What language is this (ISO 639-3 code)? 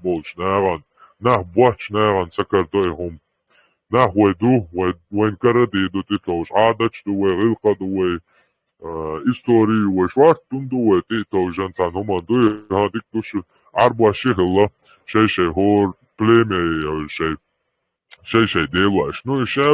che